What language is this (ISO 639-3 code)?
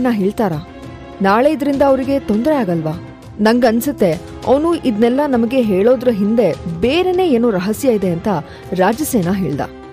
kan